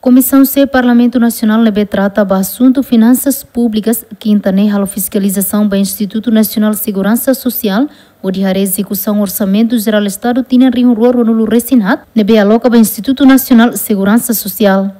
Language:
Tetum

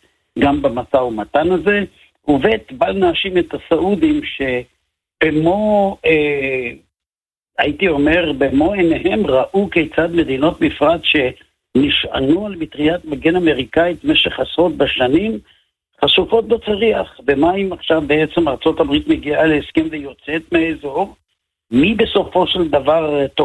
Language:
Hebrew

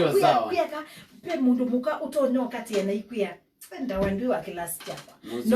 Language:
Kamba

